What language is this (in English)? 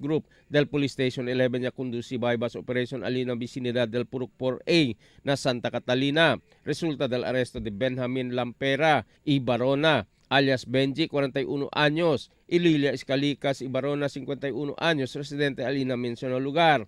Chavacano